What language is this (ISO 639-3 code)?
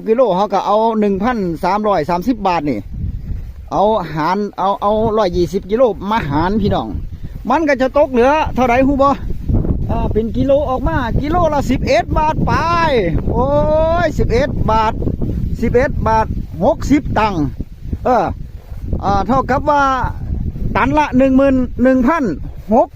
tts